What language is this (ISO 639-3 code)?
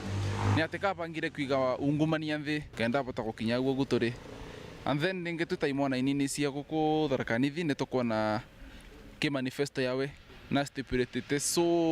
mer